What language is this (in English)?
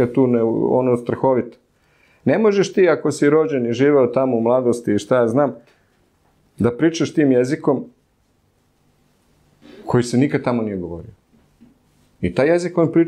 Serbian